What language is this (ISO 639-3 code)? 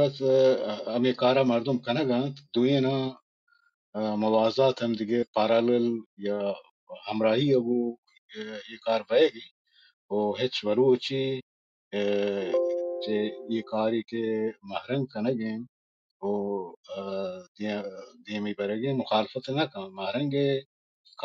bal